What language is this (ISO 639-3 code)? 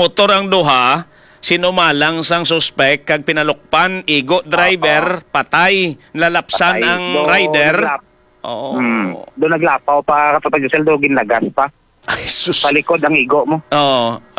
hil